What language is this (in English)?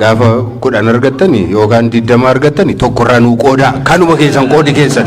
Oromo